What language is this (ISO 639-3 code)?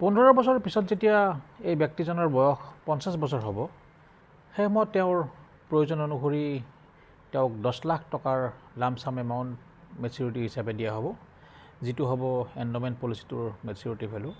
asm